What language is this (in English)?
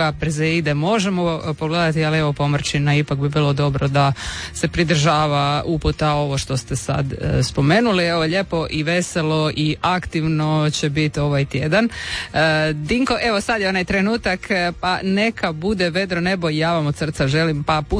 Croatian